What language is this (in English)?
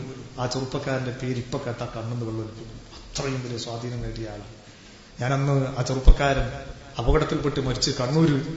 Malayalam